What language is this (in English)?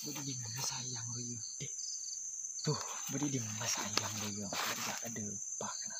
Madurese